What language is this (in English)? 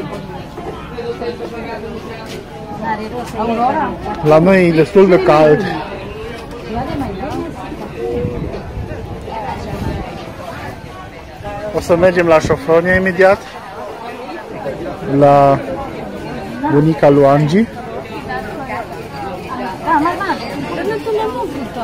Romanian